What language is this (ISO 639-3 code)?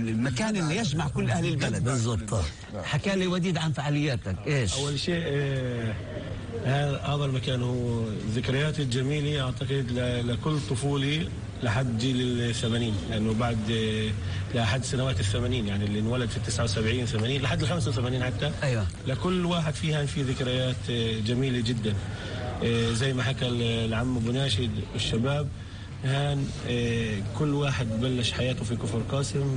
apc